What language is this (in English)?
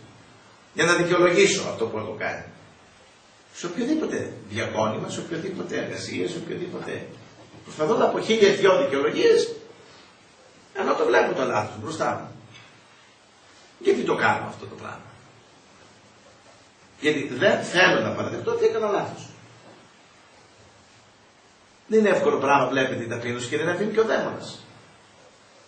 Greek